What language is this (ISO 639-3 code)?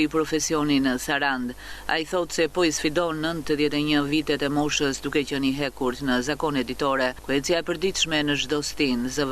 sqi